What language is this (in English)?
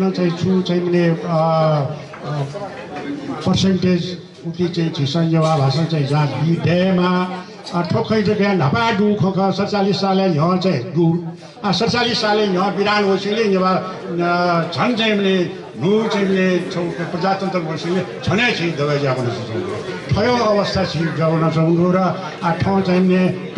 Newari